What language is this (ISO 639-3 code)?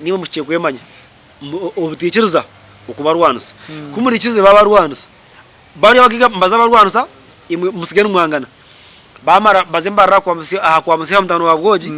nyn